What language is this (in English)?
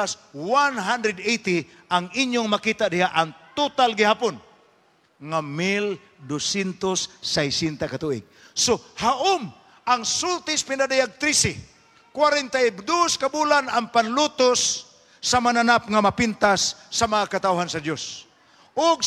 Cebuano